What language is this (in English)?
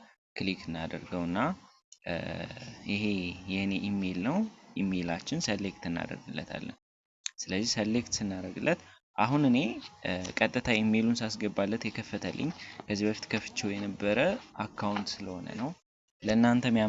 Amharic